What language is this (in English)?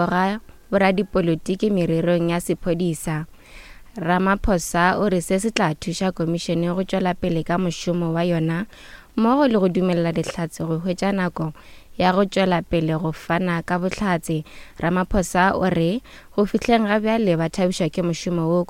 Northern Sotho